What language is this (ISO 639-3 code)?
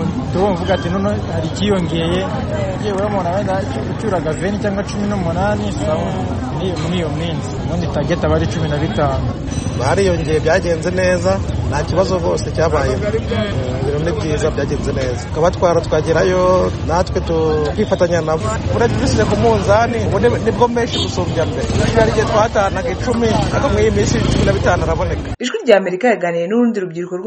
kin